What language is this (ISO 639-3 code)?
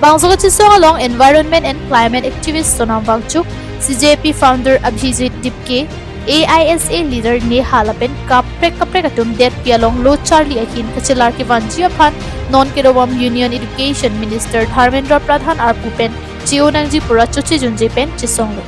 mjw